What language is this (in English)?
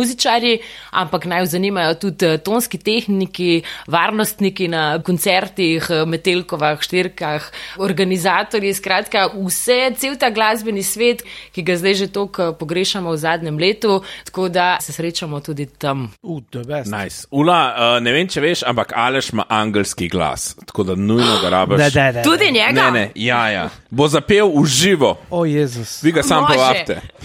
Slovenian